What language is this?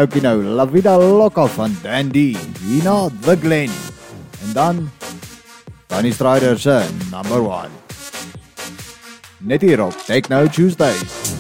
Afrikaans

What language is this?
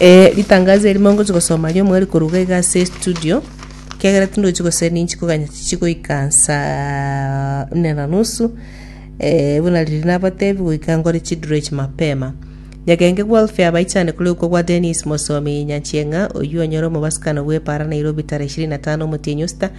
Gusii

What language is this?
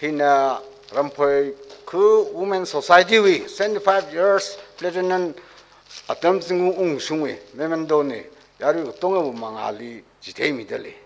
Tangkhul Naga (India)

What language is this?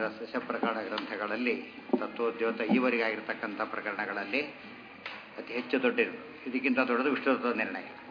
Kannada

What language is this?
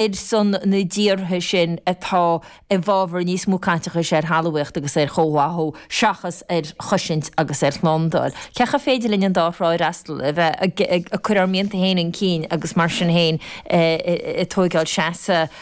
Irish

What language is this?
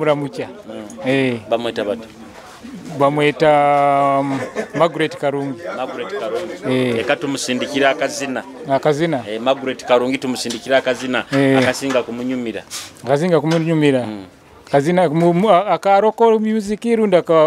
Nyoro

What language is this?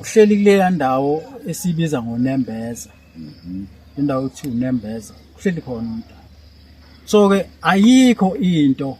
Zulu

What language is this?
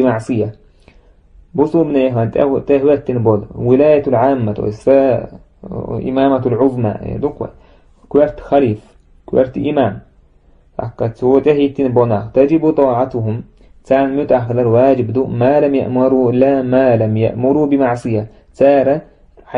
Chechen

